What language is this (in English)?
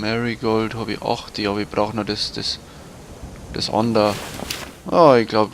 Bavarian